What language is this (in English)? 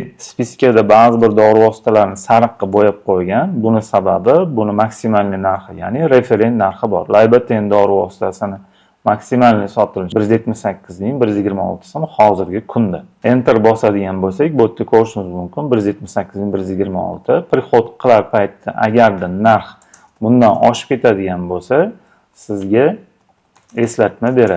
Uzbek